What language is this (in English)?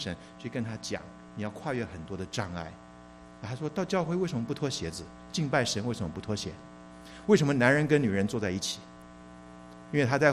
Chinese